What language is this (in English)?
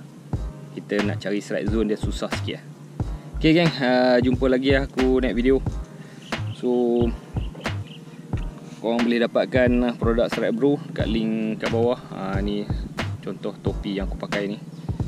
Malay